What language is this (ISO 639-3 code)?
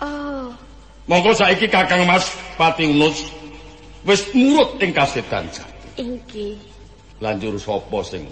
jav